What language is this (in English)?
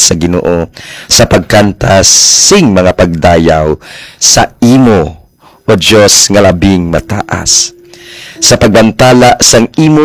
Hiligaynon